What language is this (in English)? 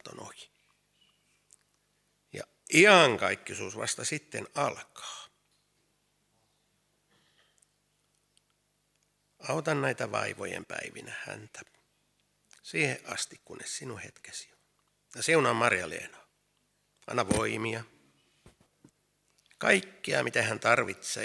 Finnish